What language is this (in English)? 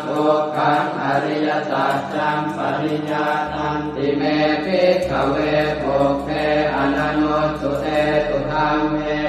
Pali